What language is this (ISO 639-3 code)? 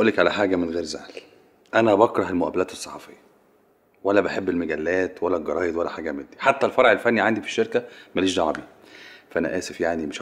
arz